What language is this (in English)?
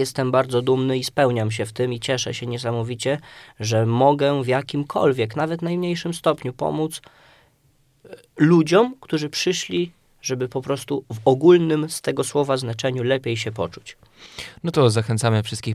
Polish